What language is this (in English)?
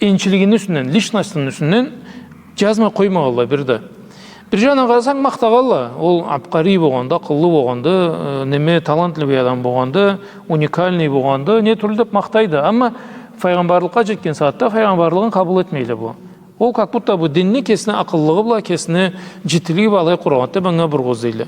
Karachay-Balkar